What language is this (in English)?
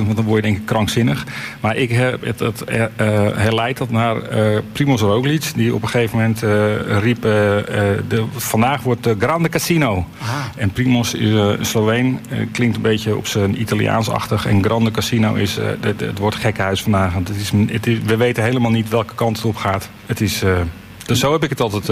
Dutch